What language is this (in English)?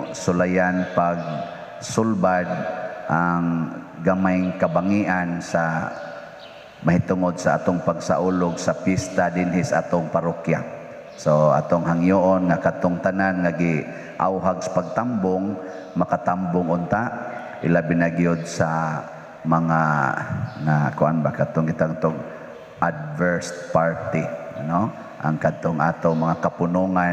Cebuano